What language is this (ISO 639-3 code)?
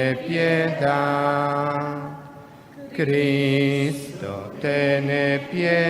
pap